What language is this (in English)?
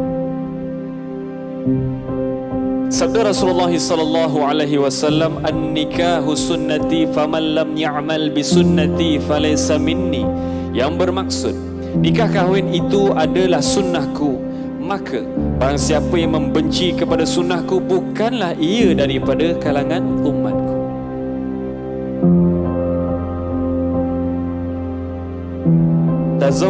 Malay